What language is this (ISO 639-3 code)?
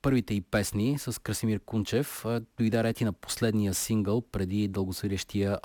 bul